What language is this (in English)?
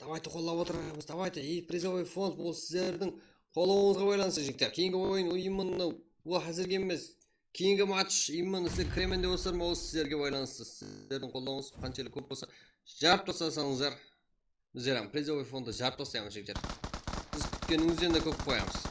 Kara-Kalpak